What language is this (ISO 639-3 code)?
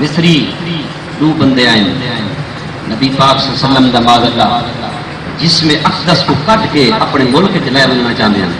skr